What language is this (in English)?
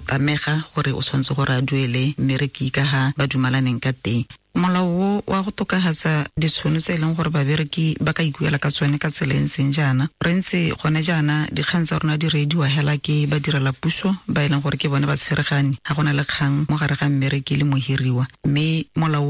Tswana